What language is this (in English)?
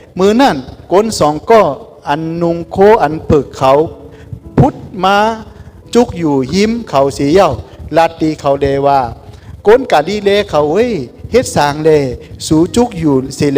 Shan